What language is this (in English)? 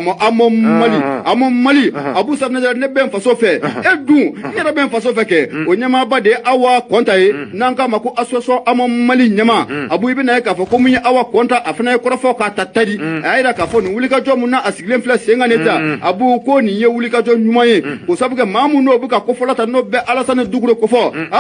Bambara